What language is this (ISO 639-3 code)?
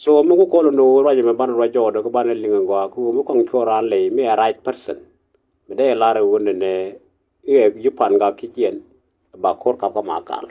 nus